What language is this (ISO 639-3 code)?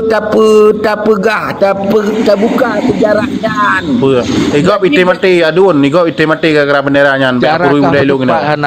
ace